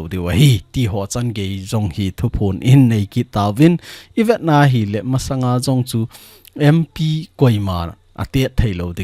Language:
Thado Chin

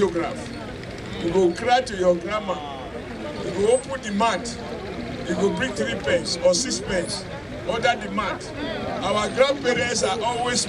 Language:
Nigerian Pidgin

